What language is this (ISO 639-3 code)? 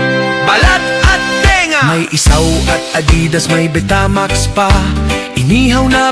bik